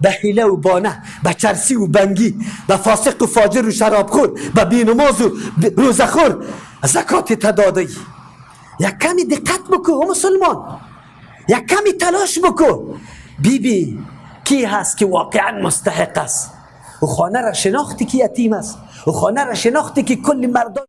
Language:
Persian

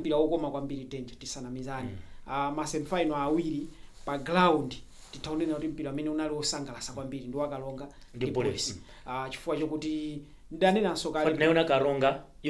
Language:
Nyanja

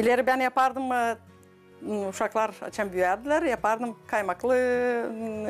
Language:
Gagauz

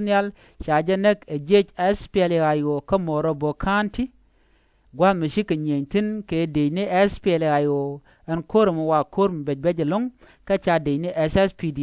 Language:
Nuer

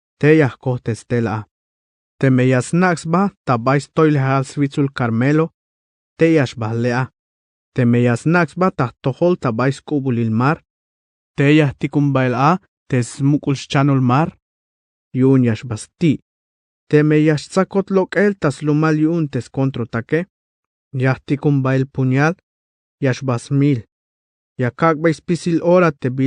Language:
Tzeltal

